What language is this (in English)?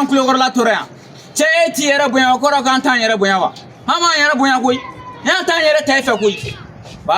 Bambara